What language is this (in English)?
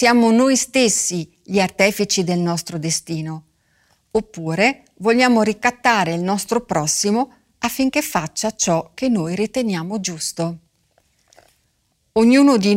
Italian